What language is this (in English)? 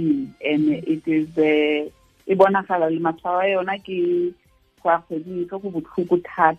Tswana